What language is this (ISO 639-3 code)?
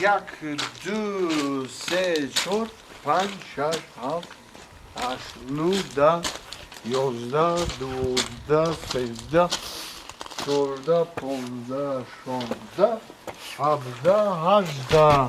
tgk